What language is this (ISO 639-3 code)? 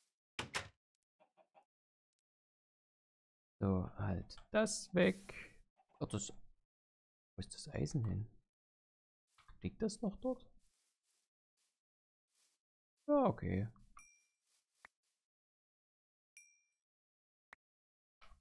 deu